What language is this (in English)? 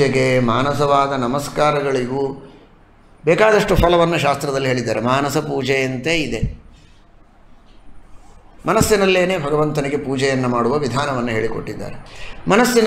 Kannada